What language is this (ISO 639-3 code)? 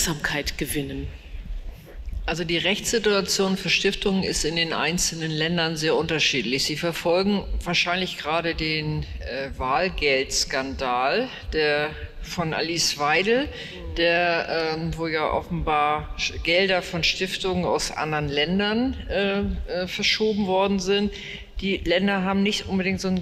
deu